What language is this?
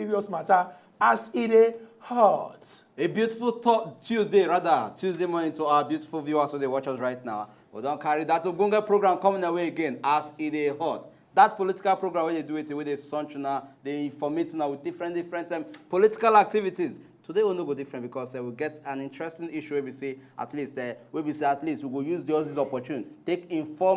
Nigerian Pidgin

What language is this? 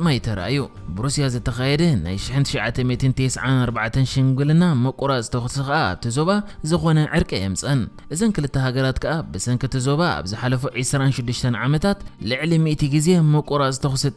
Tigrinya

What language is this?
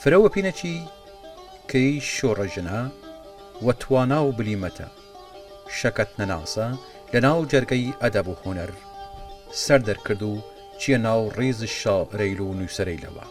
Southern Kurdish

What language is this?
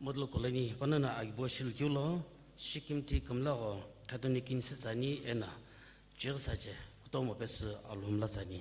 Sumi Naga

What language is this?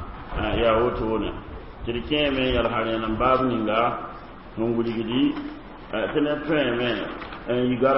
Mossi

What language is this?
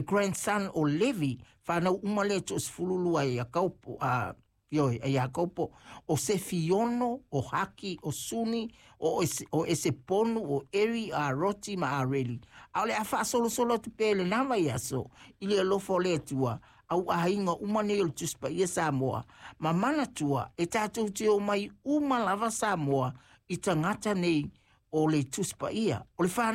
Samoan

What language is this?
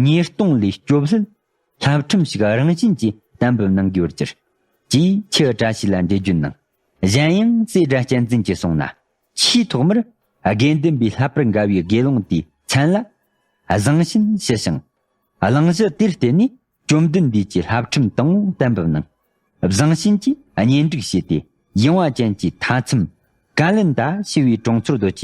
Tibetan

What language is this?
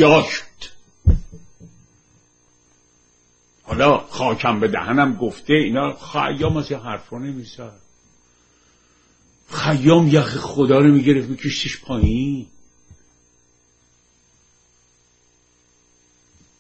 Persian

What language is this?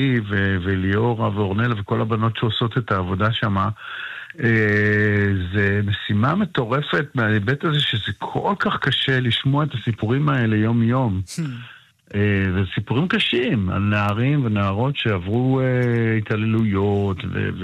Hebrew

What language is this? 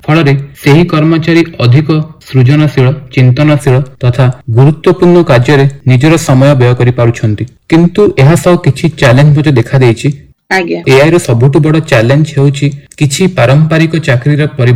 Odia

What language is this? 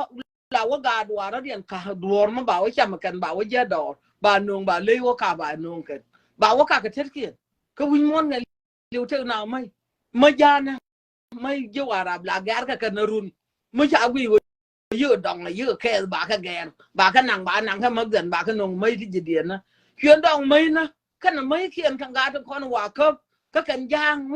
Nuer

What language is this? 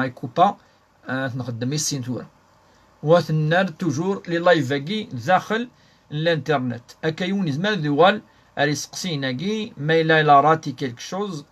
Kabyle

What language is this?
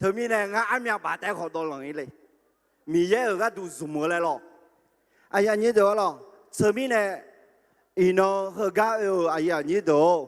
Akha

